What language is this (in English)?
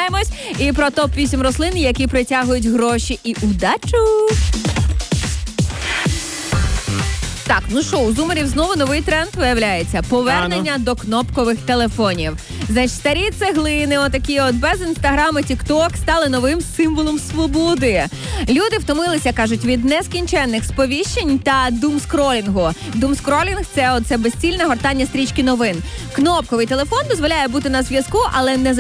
Ukrainian